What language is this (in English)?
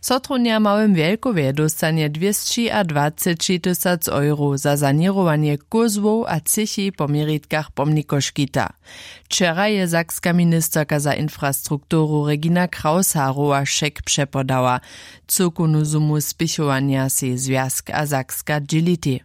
Upper Sorbian